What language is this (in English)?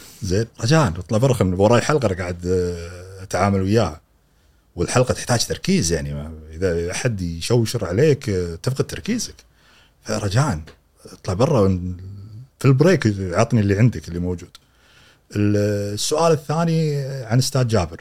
Gulf Arabic